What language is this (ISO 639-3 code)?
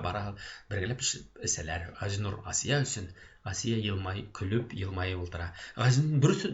bak